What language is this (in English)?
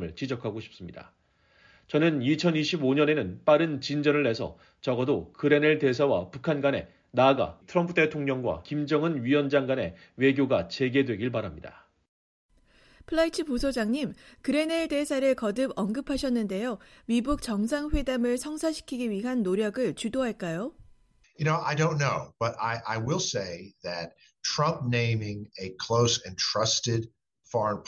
Korean